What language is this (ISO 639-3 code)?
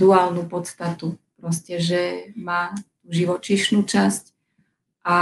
slk